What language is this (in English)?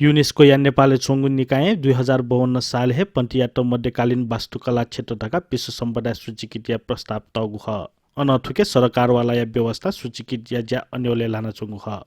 Newari